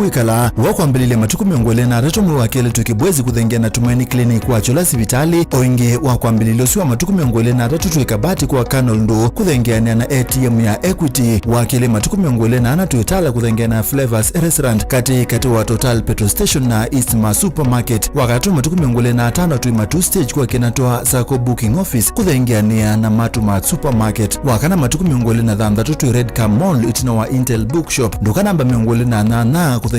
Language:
Kamba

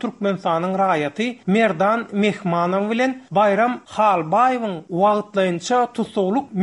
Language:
Turkmen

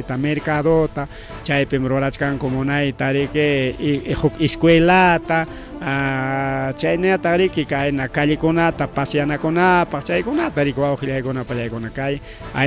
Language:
Ayacucho Quechua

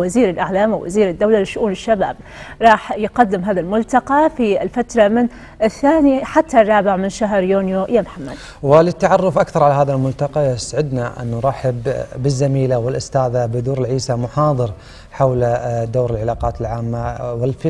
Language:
Gulf Arabic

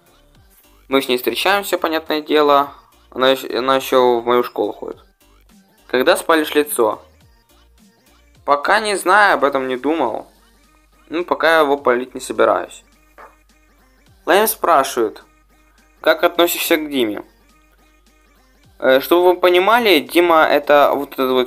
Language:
Russian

